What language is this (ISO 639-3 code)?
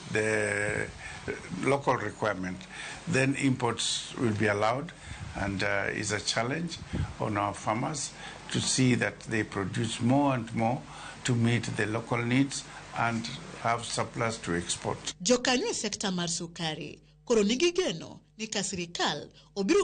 luo